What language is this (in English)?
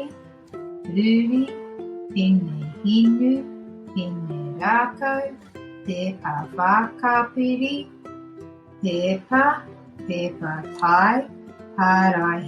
Māori